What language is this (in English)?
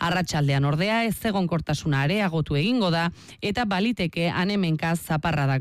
Basque